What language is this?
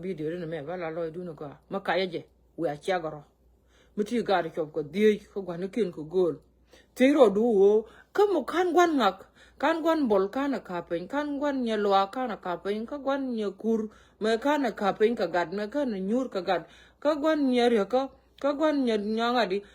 Nuer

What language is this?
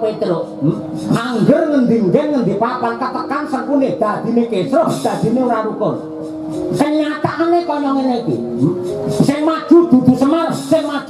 Javanese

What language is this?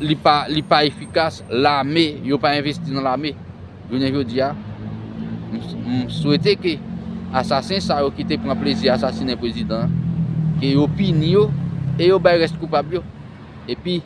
Haitian Creole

